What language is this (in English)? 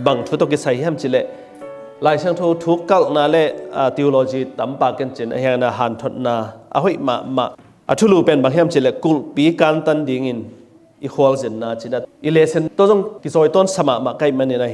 Tedim Chin